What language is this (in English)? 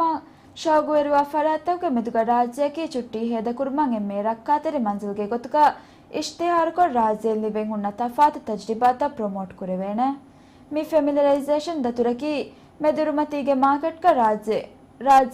Divehi